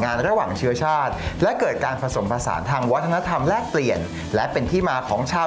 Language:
Thai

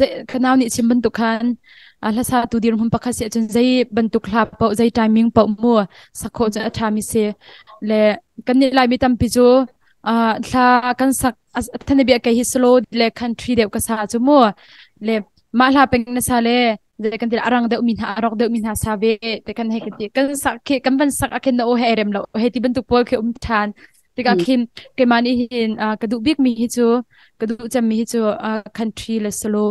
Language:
Hakha Chin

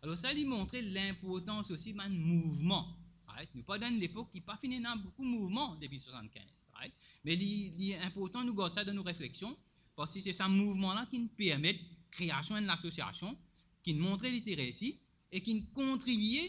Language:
Morisyen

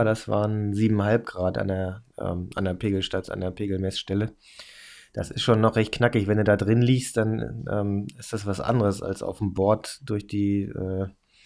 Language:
German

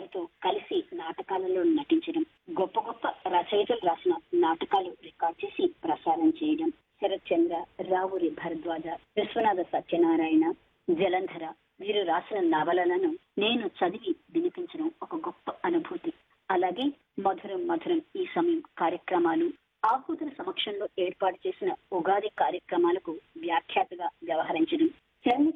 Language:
Telugu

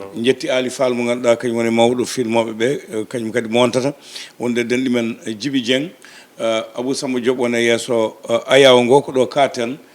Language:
Fula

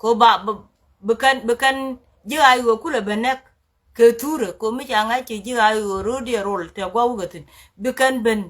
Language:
Nuer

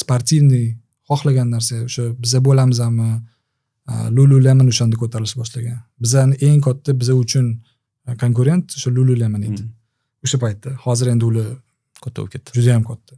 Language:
Uzbek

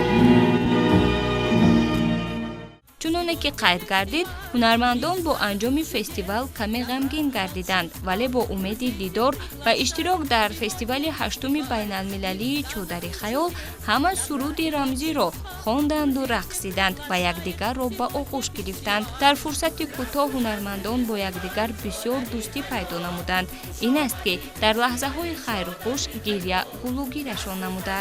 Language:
Tajik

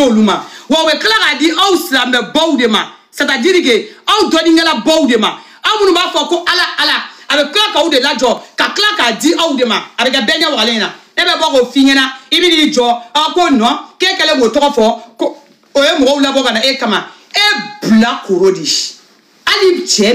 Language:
Bambara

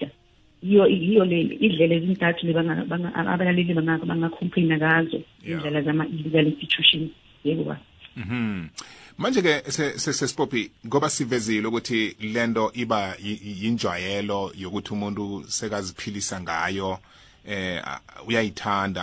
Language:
South Ndebele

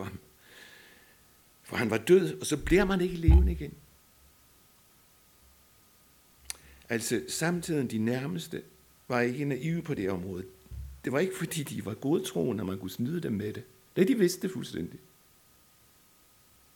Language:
Danish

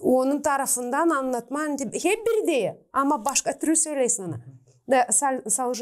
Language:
Gagauz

